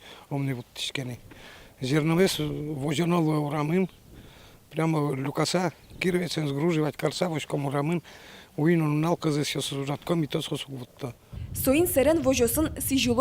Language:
Udmurt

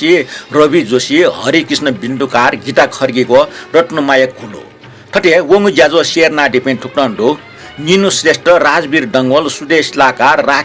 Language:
Newari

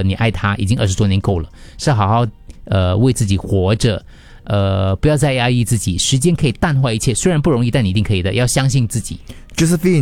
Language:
Chinese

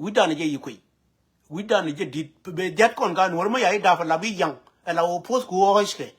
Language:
Nuer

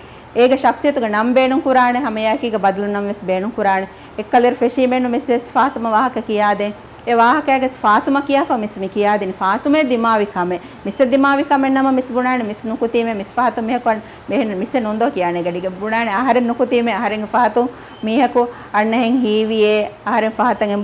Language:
Divehi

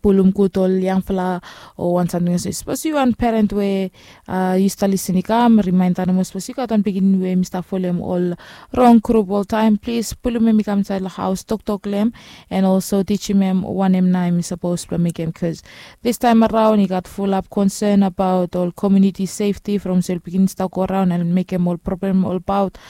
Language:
Bislama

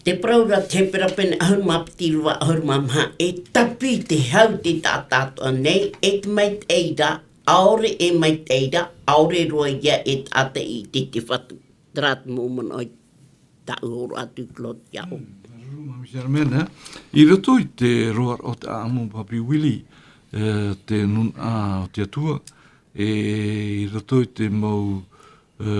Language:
Tahitian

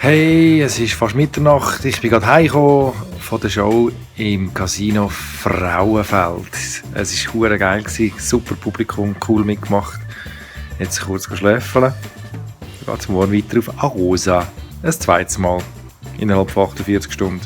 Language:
Swiss German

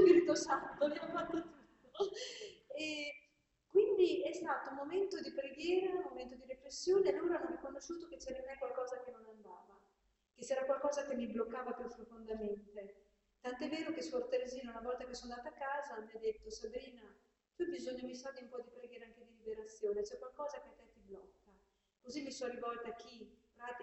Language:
Italian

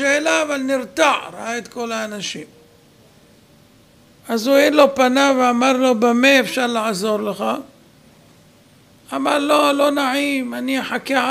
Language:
Hebrew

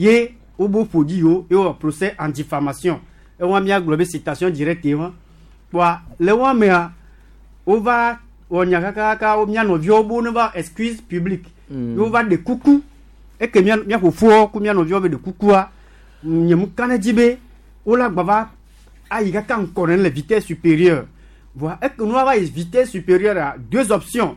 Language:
Gen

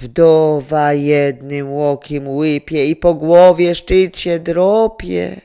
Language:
Silesian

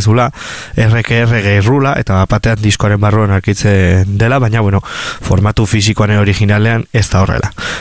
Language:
Basque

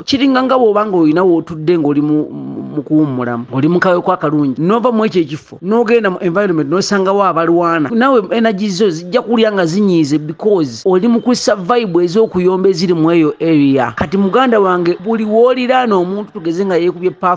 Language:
Ganda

